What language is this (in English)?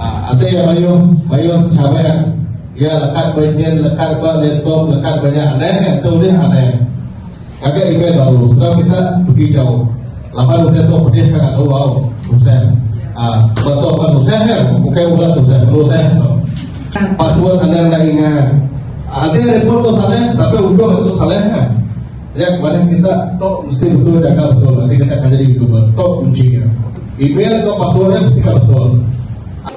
Iban